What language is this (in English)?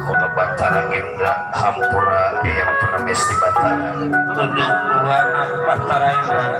Betawi